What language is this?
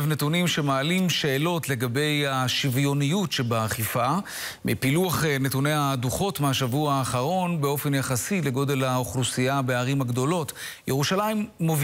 Hebrew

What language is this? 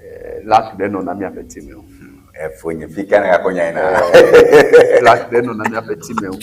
Ewe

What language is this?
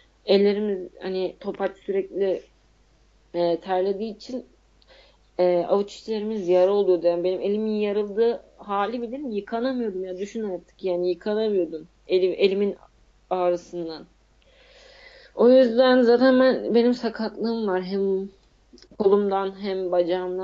Turkish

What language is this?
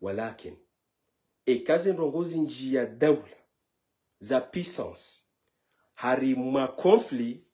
Ngazidja Comorian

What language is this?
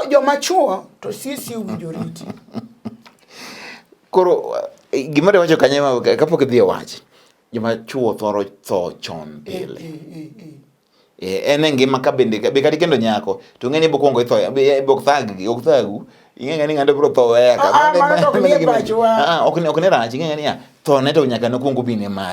Luo (Kenya and Tanzania)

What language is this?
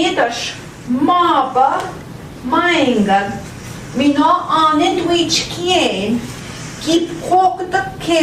Central Ojibwa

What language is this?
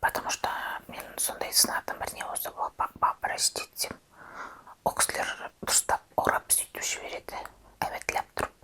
Kazakh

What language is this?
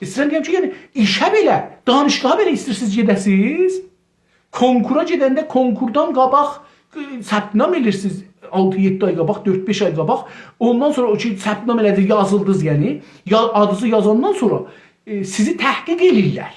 South Azerbaijani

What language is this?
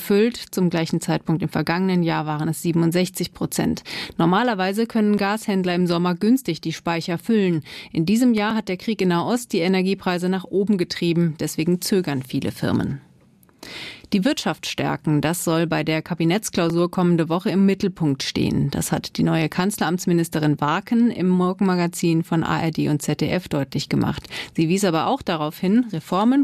German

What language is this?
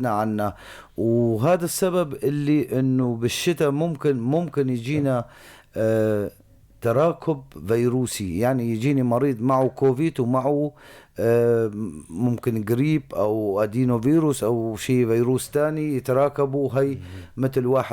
North Levantine Arabic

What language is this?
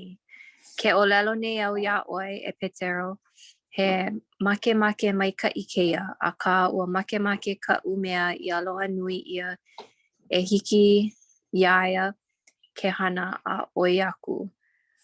Hawaiian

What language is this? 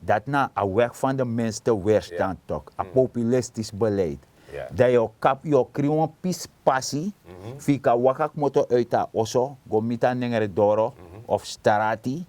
Sranan Tongo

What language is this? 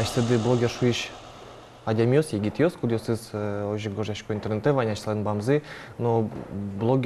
Udmurt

